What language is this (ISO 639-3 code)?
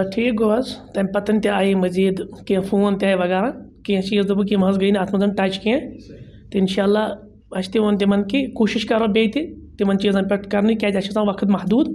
kas